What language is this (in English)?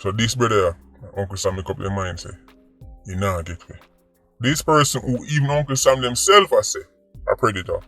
Jamaican Creole English